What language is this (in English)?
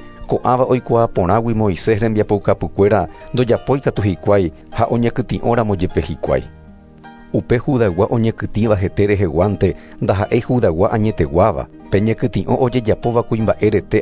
Guarani